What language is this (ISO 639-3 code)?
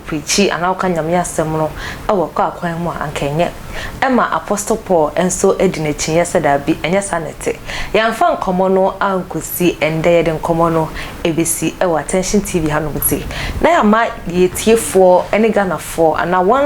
aka